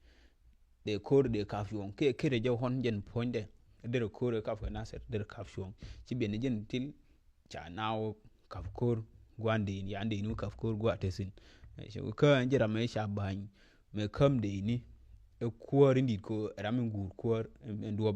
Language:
Nuer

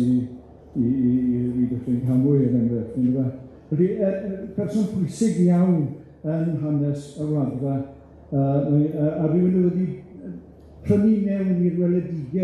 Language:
Welsh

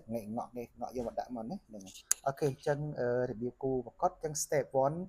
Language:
Khmer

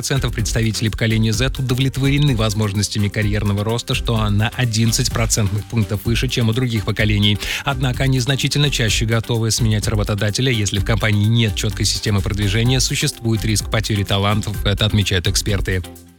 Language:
Russian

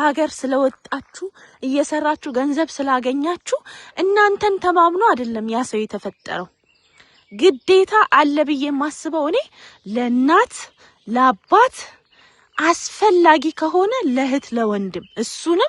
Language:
Amharic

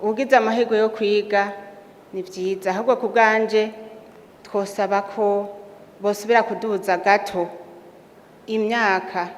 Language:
Rundi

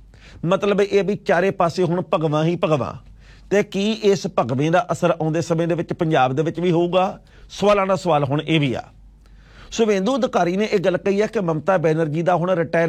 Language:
Punjabi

